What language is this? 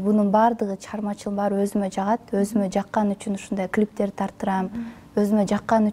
Kyrgyz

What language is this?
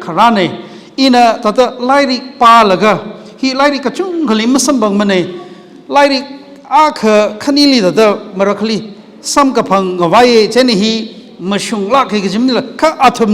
Tangkhul Naga (India)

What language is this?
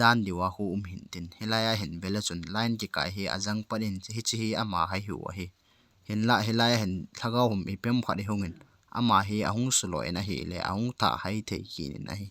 Thado Chin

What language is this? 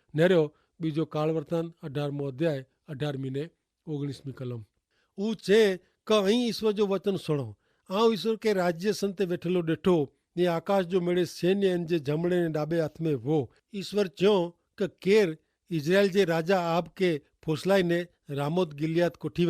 Kachhi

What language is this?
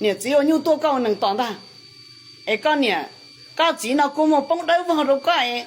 Hmong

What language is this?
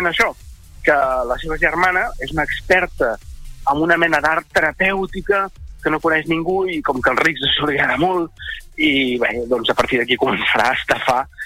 Catalan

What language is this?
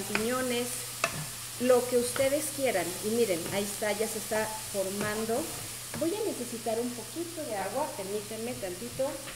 Spanish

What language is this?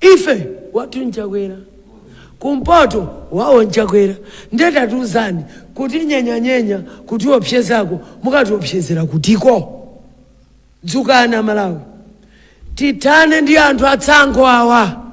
Nyanja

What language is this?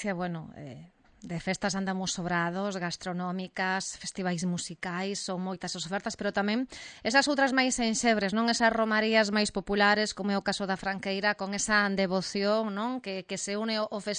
Galician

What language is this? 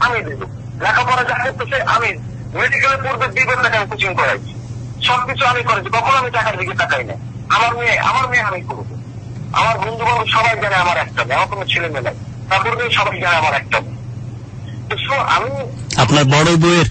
Bangla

